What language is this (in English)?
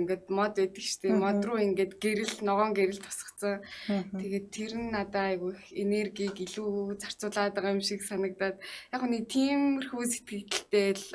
Mongolian